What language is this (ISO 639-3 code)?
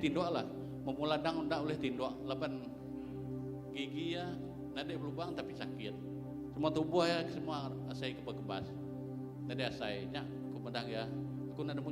iba